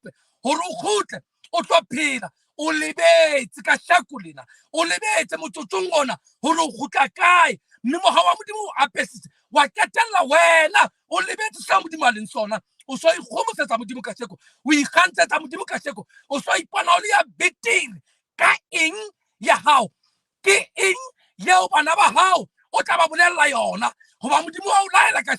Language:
Southern Sotho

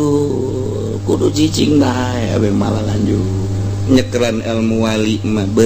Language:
Sundanese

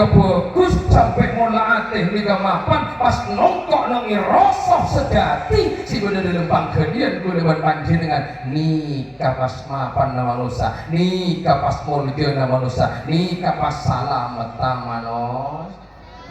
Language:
Madurese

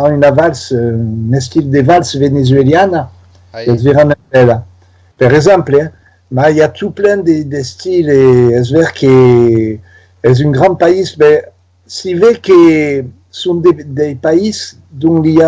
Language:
Occitan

